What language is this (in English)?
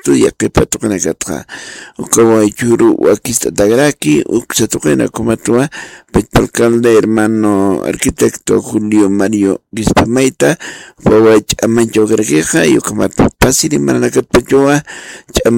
Aymara